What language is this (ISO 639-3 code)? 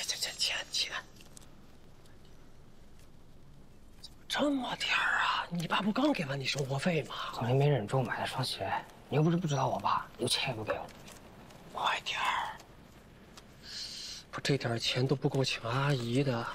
zho